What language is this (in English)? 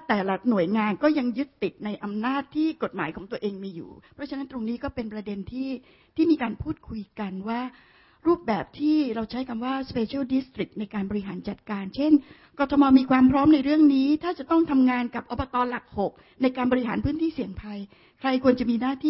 Thai